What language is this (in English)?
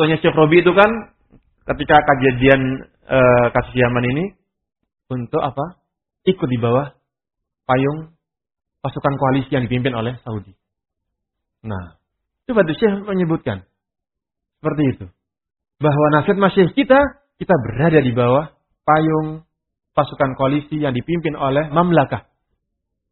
Indonesian